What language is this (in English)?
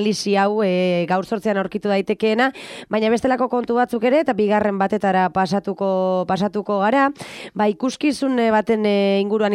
Basque